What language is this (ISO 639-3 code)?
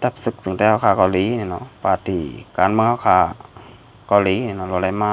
shn